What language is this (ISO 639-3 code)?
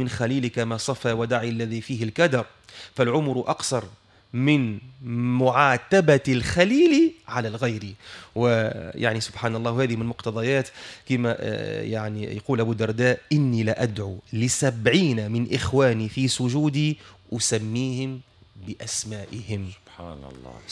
aeb